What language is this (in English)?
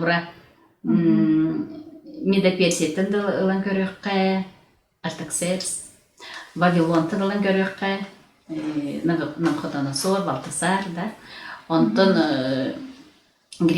Yakut